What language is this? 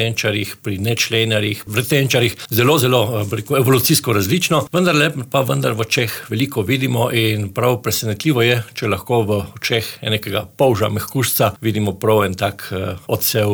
Slovenian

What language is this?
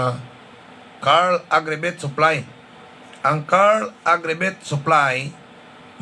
Hiligaynon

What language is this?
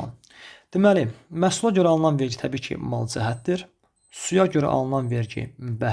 Azerbaijani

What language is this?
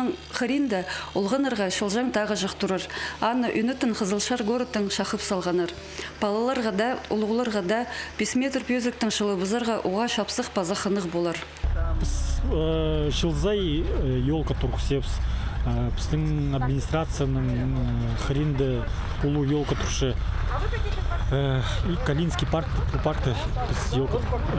Khakas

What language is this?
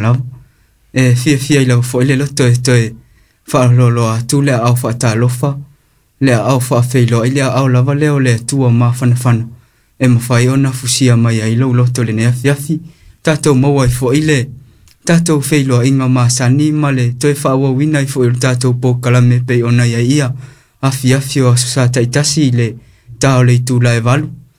Samoan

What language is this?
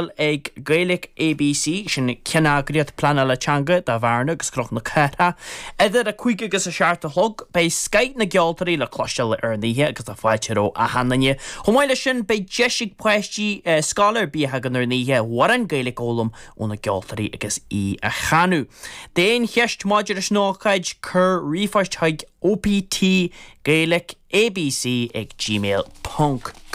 Irish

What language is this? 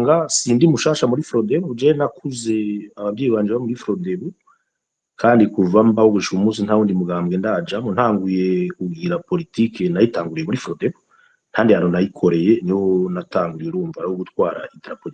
Rundi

